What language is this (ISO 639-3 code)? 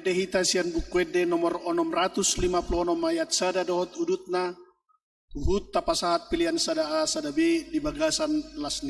bbc